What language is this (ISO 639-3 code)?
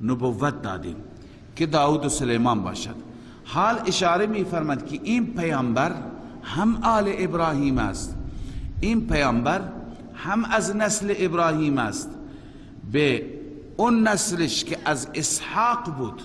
fas